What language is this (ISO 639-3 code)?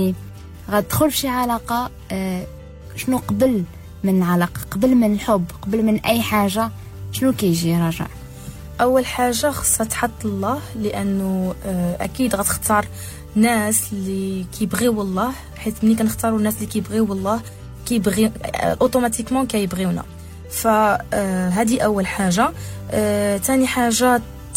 ary